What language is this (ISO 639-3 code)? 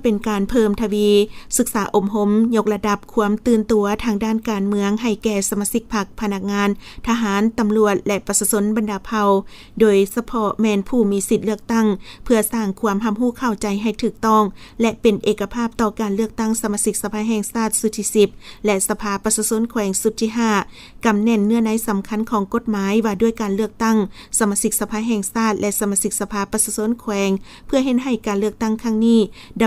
lao